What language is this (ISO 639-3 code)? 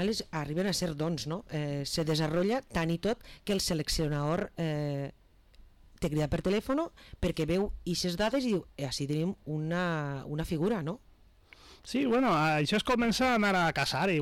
cat